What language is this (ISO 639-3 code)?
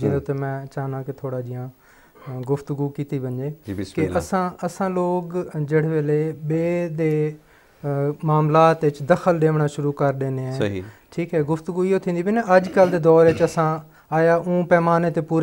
skr